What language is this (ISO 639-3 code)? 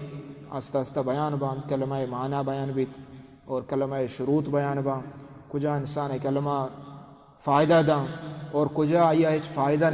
bal